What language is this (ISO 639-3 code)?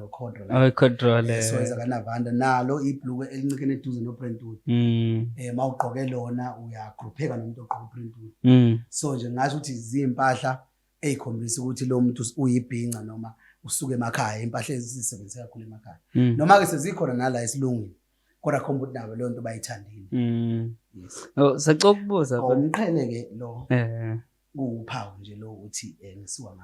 zul